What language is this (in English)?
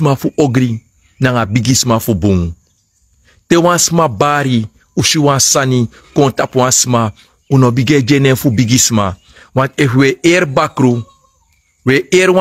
Sranan Tongo